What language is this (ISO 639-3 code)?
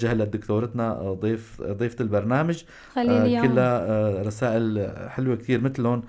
apc